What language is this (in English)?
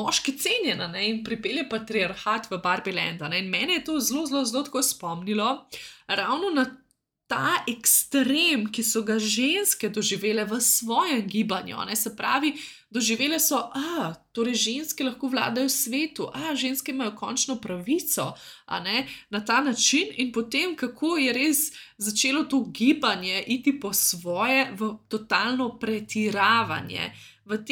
Slovenian